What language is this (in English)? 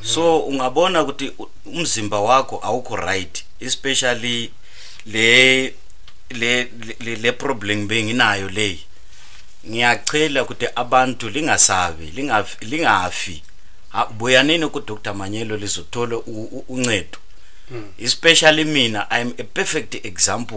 Zulu